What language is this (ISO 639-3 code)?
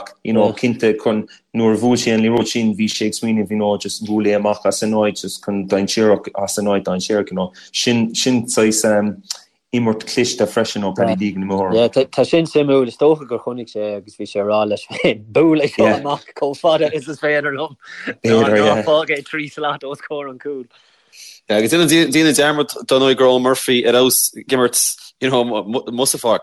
gle